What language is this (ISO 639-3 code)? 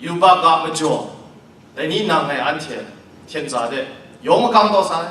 kac